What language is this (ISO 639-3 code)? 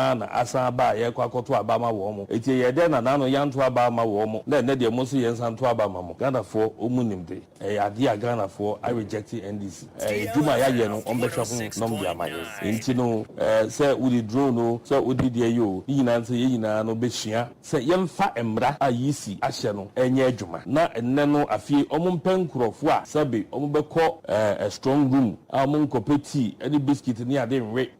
aka